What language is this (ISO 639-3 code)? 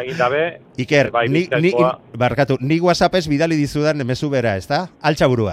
eus